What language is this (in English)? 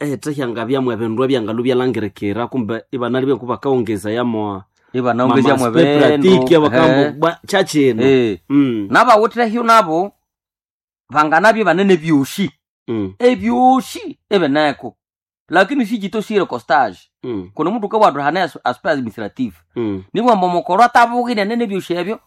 Nande